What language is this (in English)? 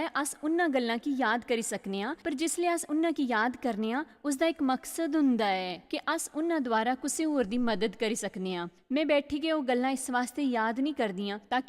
Dogri